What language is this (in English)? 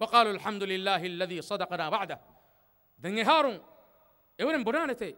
Divehi